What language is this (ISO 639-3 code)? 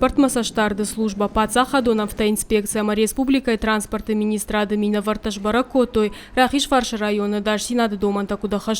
oss